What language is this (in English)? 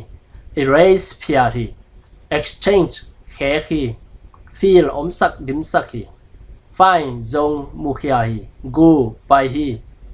Tedim Chin